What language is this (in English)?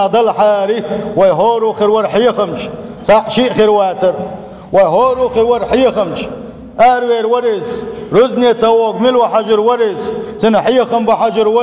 Chechen